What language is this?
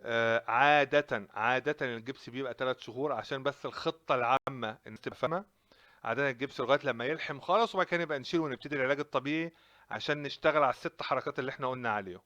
Egyptian Arabic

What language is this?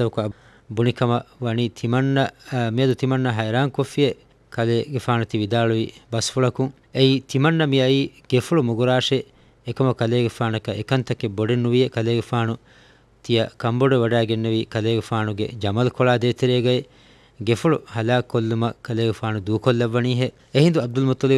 Divehi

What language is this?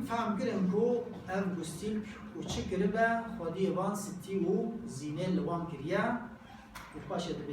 Kurdish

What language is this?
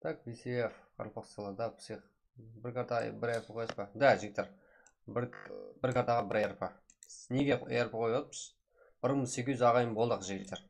Kara-Kalpak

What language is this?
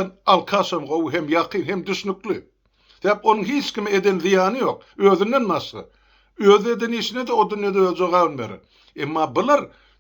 Turkmen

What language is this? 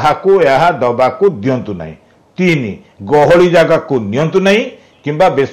Odia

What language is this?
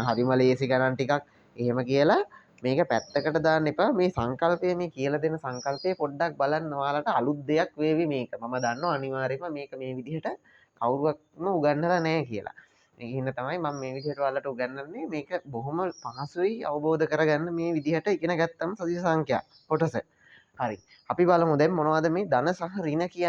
Sinhala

